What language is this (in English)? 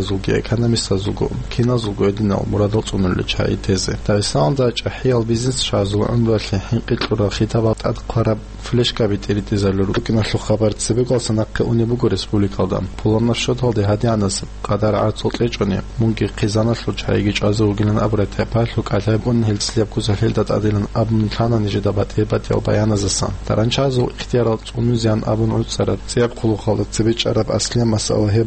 Avaric